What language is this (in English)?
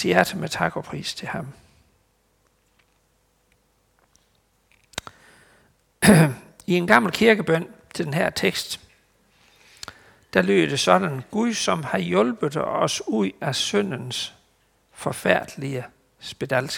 Danish